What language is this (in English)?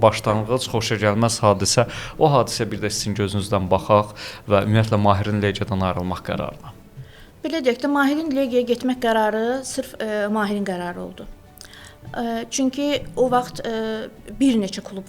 Azerbaijani